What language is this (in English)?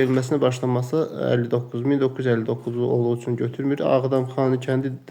Azerbaijani